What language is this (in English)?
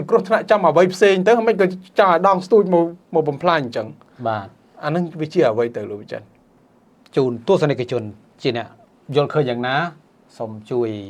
Khmer